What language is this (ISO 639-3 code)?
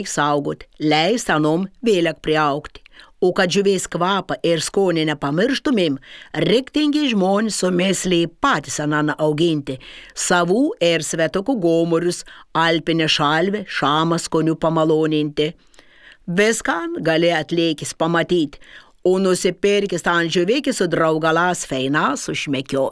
lit